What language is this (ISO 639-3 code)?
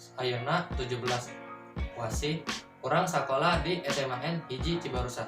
sun